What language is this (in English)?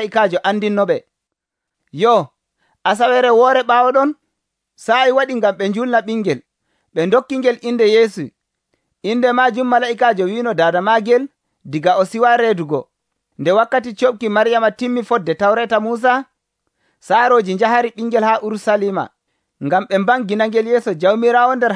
Nigerian Fulfulde